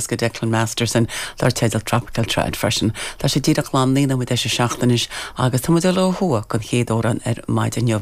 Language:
Irish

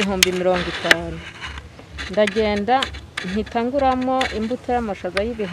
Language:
Kinyarwanda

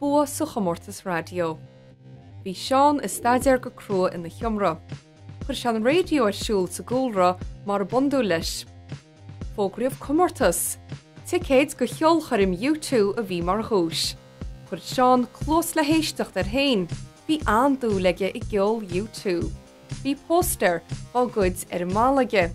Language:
Irish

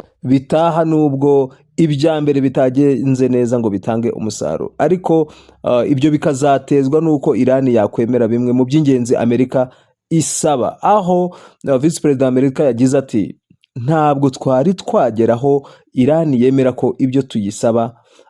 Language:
Kinyarwanda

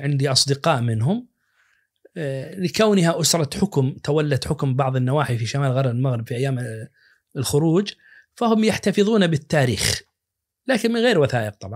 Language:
Najdi Arabic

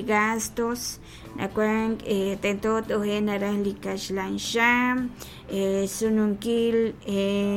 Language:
Kekchí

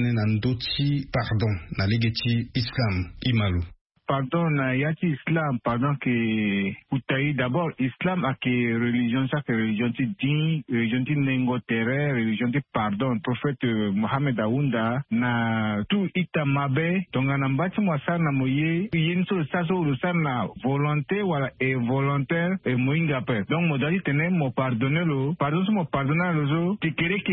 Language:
Sango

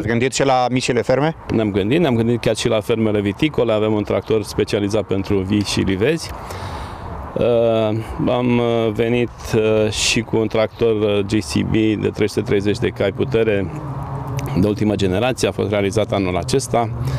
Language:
Romanian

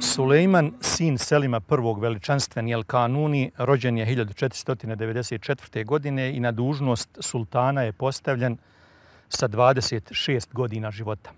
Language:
Bosnian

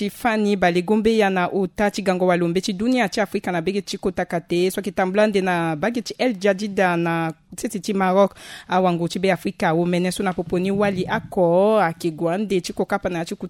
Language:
Sango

